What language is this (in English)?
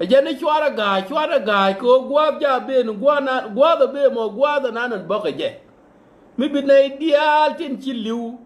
Nuer